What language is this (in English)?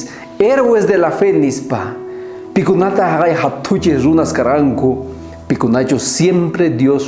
South Bolivian Quechua